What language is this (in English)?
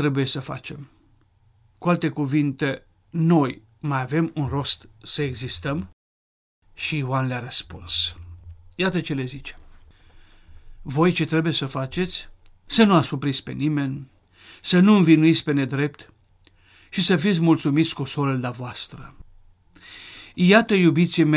Romanian